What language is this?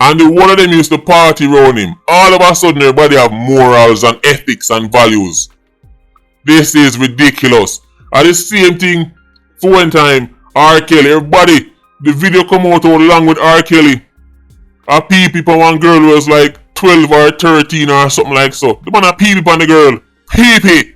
Jamaican Creole English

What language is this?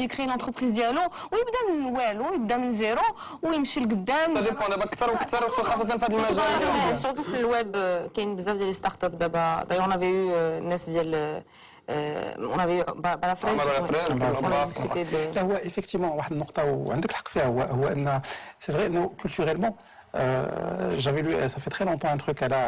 Moroccan Arabic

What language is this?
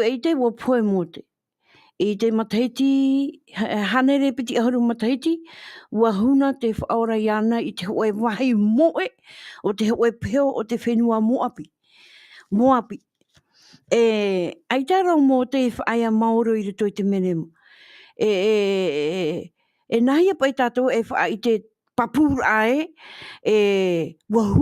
Tahitian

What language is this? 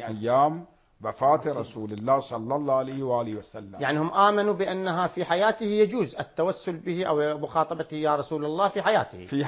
Arabic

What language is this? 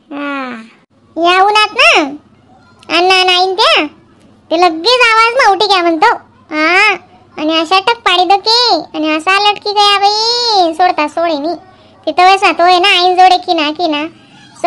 Khandesi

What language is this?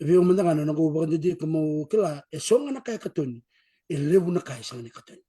Fijian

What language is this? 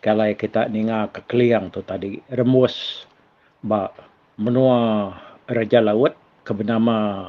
Iban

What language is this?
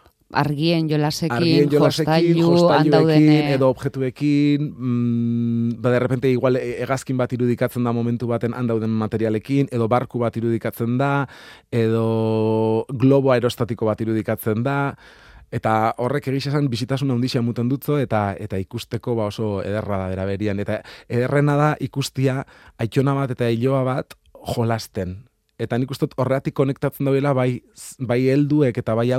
Basque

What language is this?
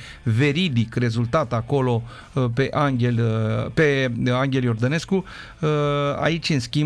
Romanian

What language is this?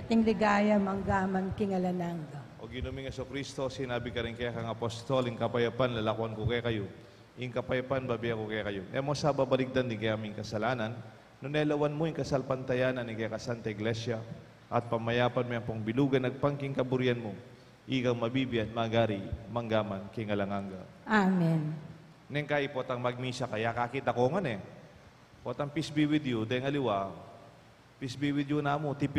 Pampanga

